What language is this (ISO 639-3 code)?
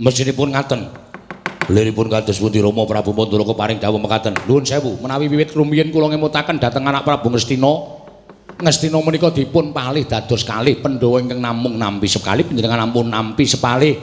jav